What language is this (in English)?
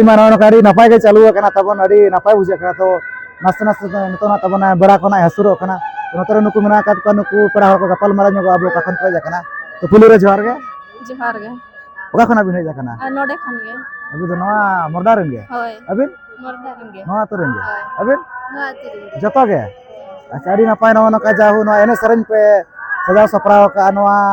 Santali